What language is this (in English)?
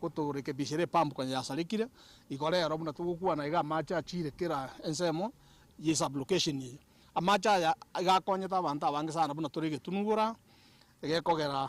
Gusii